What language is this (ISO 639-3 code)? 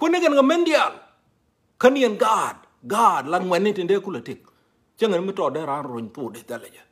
nus